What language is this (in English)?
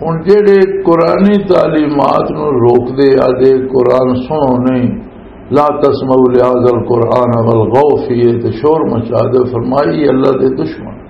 Western Panjabi